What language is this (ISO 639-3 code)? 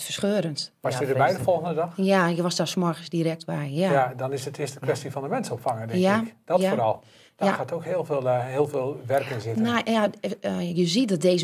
nld